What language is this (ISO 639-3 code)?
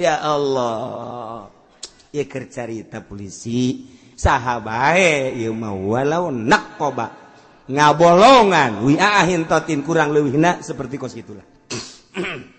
sun